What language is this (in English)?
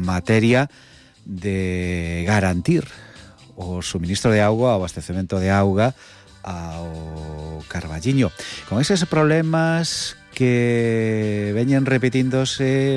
Galician